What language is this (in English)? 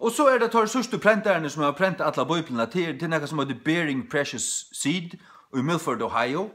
Faroese